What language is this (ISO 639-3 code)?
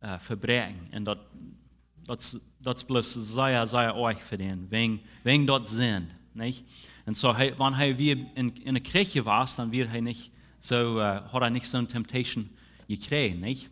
pdt